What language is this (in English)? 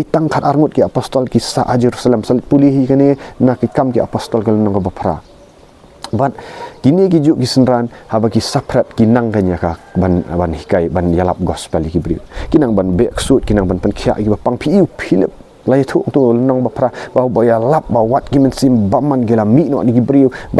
Khasi